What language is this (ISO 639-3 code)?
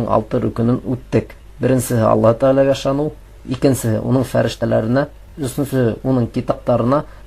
bak